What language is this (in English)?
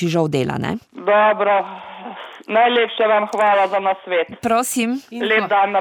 Slovenian